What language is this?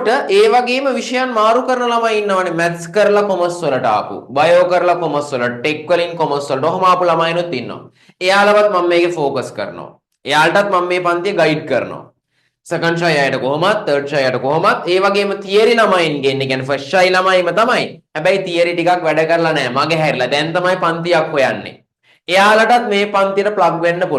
Sinhala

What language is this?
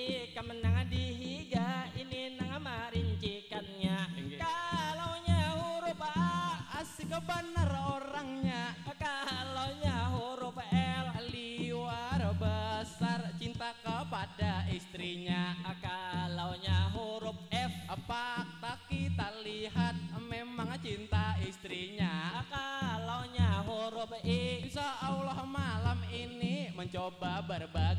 Banjar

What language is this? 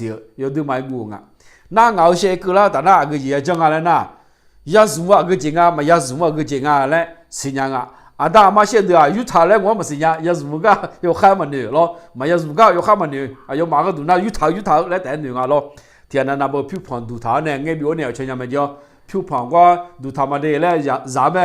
Akha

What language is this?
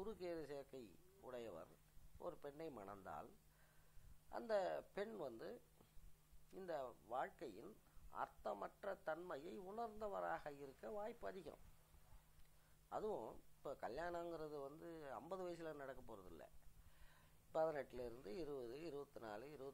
Tamil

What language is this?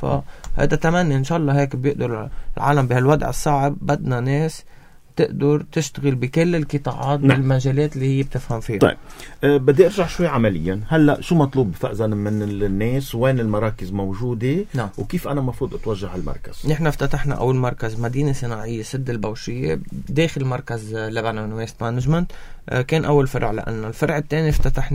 North Levantine Arabic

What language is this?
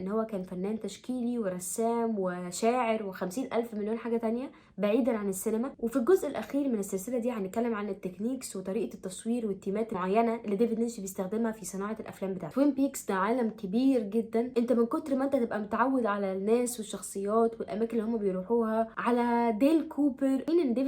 Egyptian Arabic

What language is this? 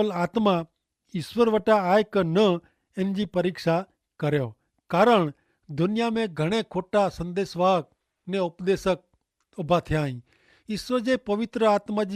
Kachhi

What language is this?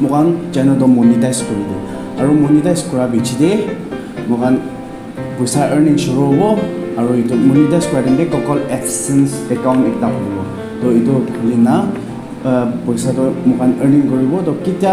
Naga Pidgin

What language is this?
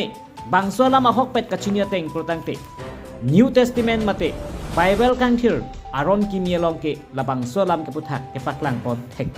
Karbi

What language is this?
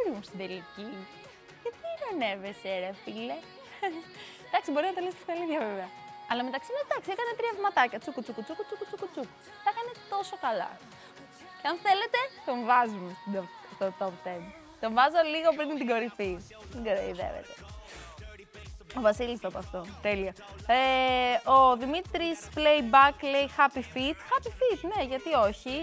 Greek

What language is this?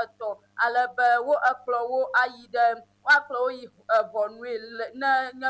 Ewe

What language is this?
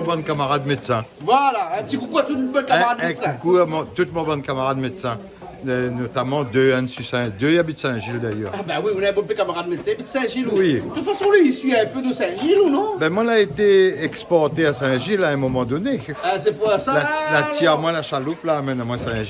Réunion Creole French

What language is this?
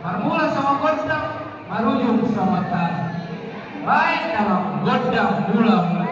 Batak Toba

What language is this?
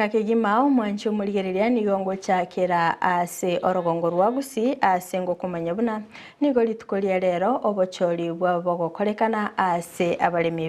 Gusii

